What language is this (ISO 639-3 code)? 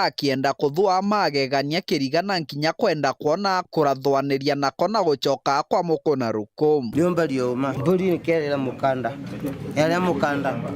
mer